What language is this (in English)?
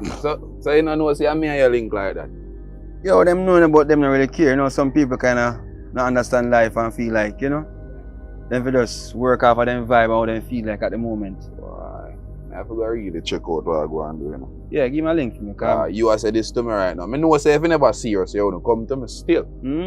Jamaican Creole English